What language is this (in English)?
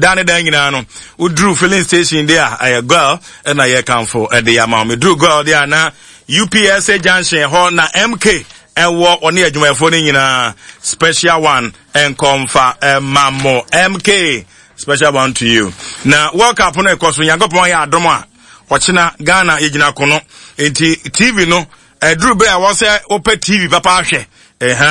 Akan